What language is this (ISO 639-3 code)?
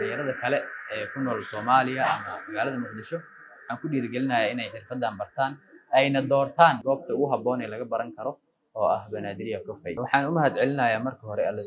som